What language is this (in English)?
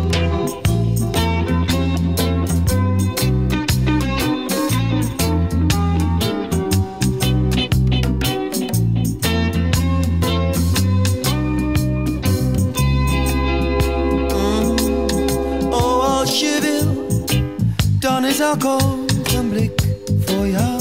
Dutch